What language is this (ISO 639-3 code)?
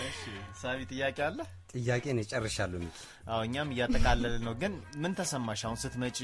amh